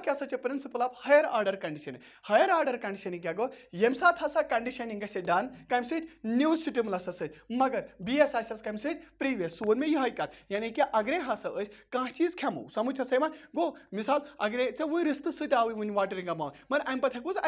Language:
Kashmiri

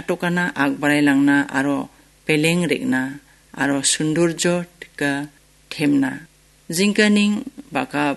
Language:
Garo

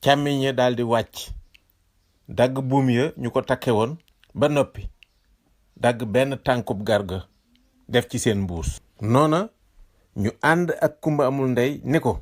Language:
Wolof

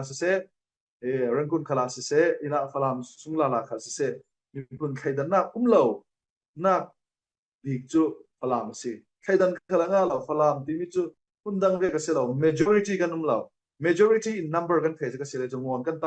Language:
Falam Chin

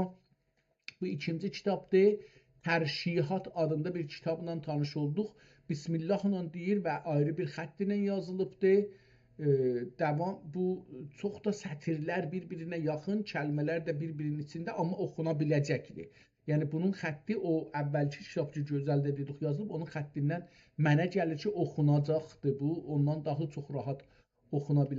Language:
South Azerbaijani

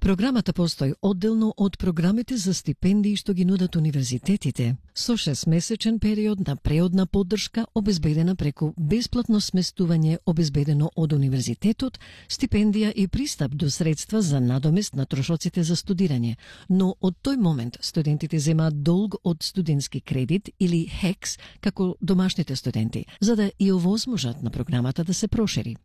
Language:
Macedonian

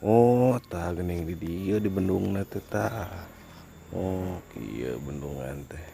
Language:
Sundanese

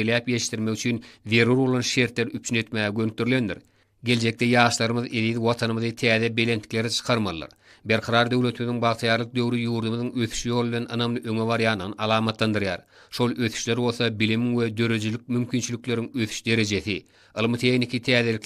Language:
Turkmen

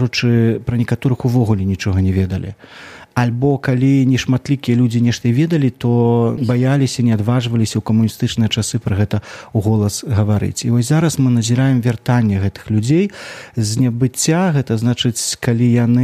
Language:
Belarusian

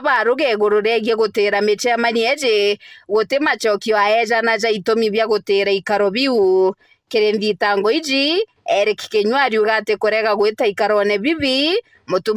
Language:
Meru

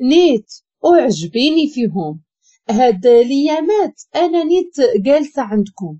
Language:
Moroccan Arabic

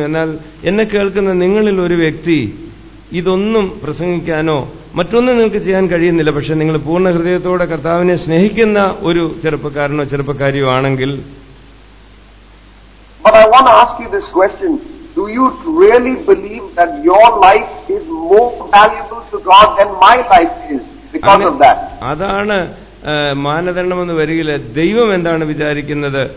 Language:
Malayalam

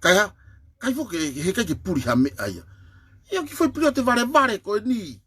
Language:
Tongan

